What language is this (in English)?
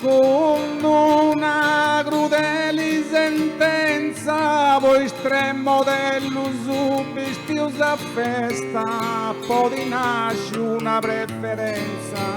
Sardinian